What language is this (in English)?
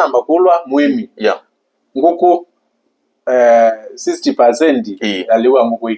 Kamba